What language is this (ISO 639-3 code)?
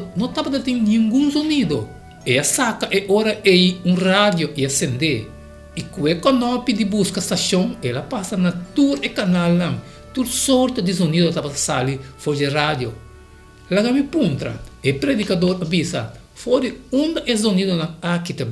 pap